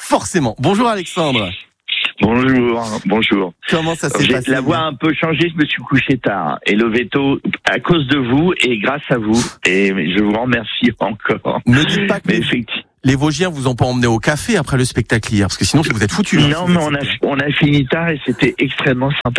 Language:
French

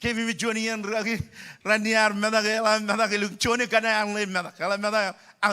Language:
Marshallese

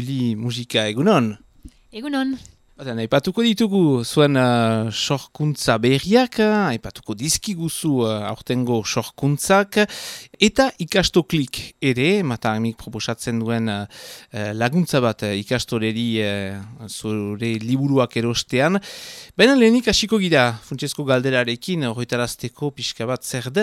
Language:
Basque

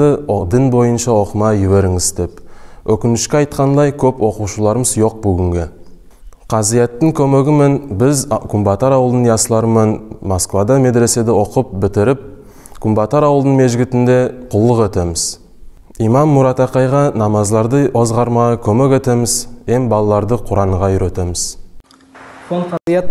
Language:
Nogai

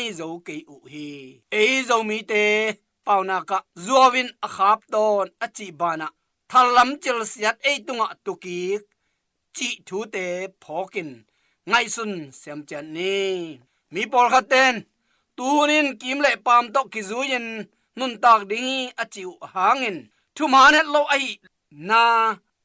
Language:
Tedim Chin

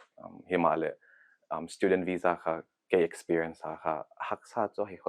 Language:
Paite Chin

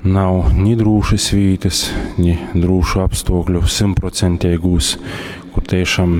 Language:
Latgalian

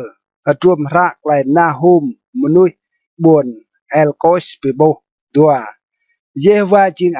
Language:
Rade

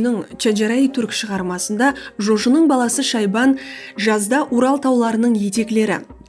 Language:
Kara-Kalpak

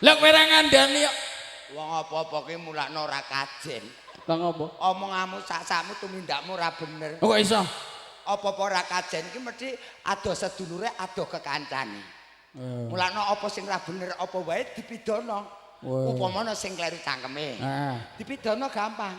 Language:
Javanese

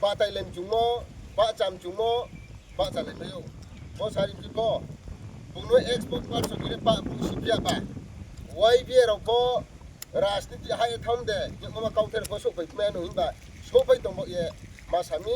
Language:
Riang (India)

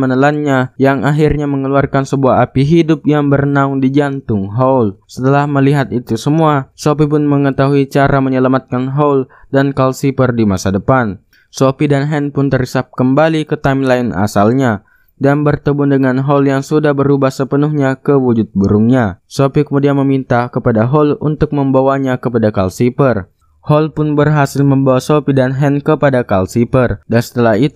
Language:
Indonesian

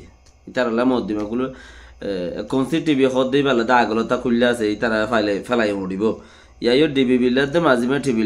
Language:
Rohingya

